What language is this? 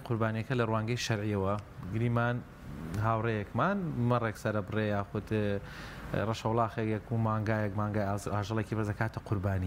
Central Kurdish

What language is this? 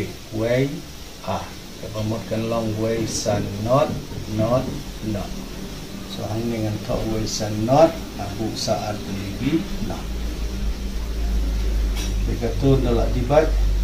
Khasi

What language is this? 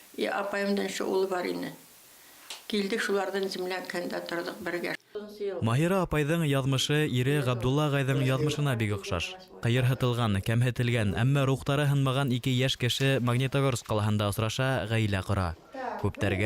Bashkir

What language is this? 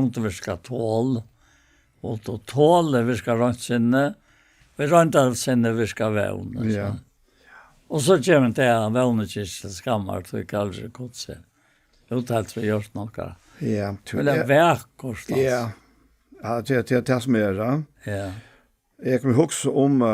Faroese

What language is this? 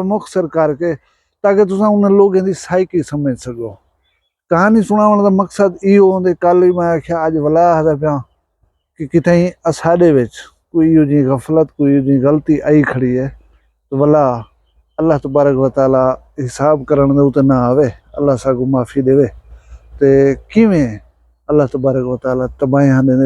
Saraiki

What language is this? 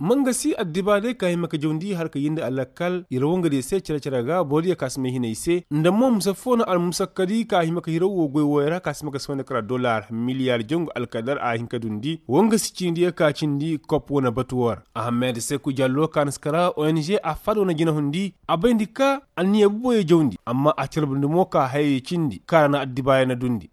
Koyraboro Senni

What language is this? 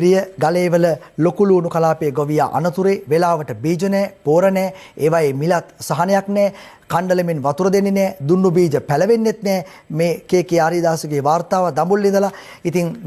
Sinhala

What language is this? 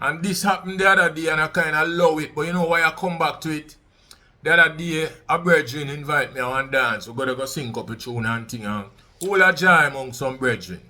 Jamaican Creole English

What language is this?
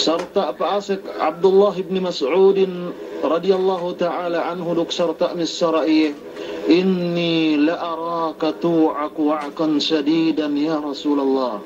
Yakan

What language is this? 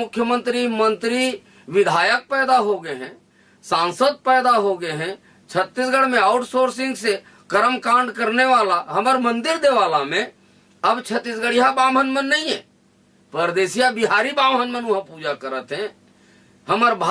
Chhattisgarhi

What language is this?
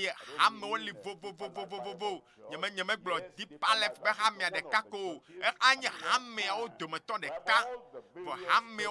Ewe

